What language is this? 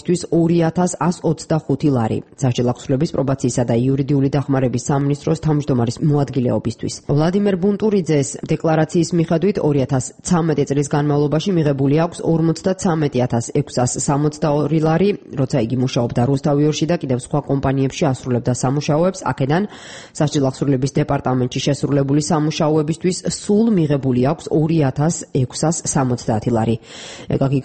Georgian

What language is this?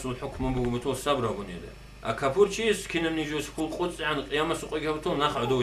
Avaric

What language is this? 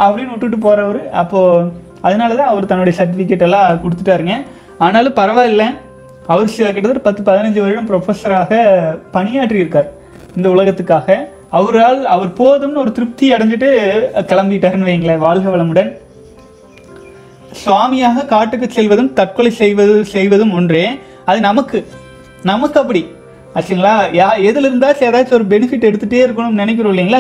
Tamil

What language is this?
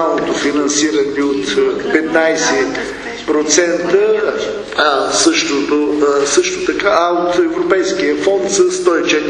Bulgarian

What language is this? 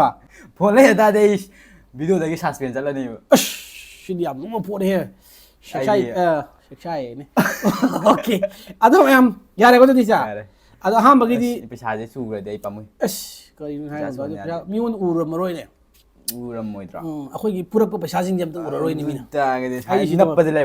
Manipuri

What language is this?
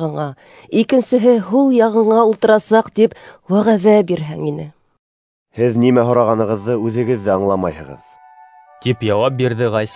Bashkir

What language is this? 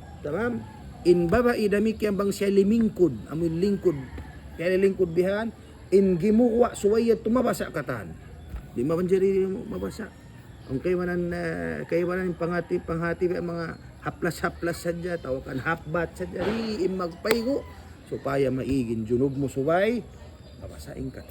Tausug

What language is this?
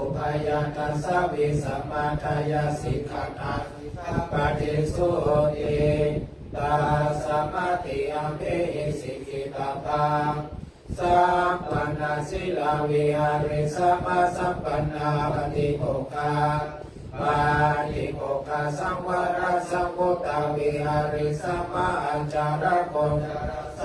Pali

